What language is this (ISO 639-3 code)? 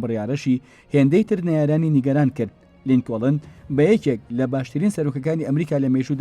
ckb